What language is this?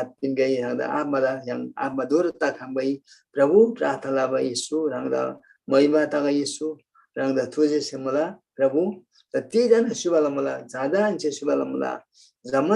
Eastern Tamang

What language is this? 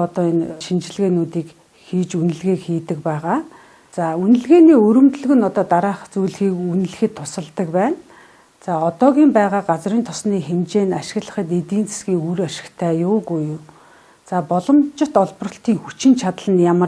Mongolian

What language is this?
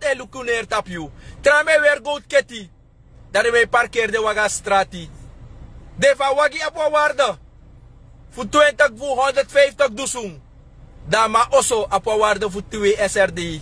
Sranan Tongo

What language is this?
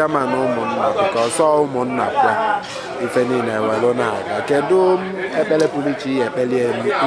Igbo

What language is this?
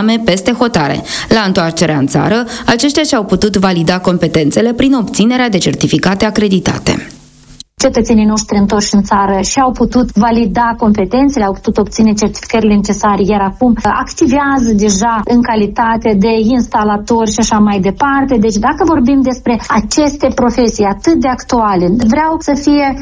Romanian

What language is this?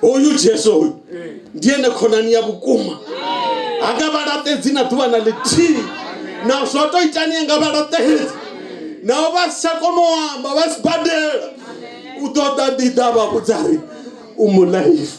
Venda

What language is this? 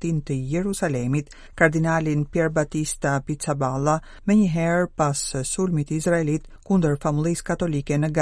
Albanian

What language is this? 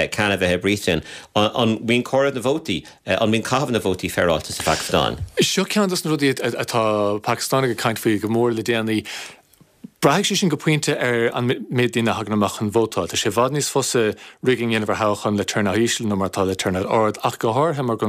Irish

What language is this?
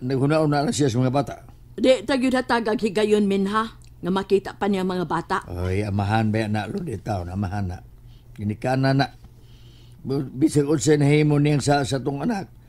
Cebuano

